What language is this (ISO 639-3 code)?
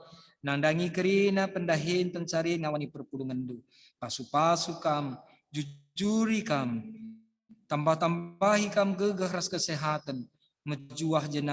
btx